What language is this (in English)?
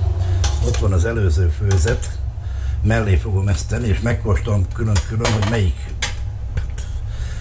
Hungarian